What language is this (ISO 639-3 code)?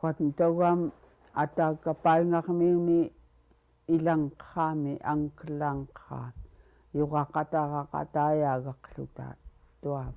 esu